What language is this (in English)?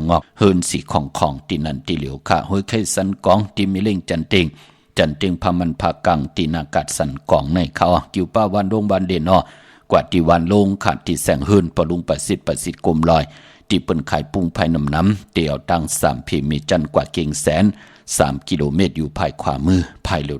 Shan